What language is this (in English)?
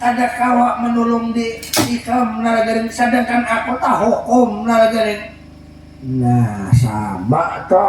Banjar